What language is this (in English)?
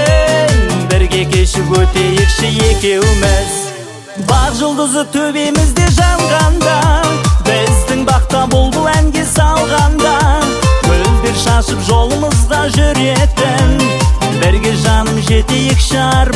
Kazakh